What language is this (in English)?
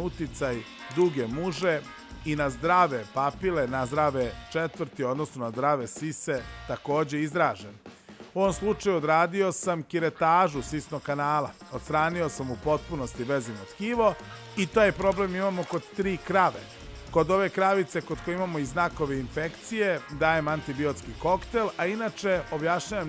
Serbian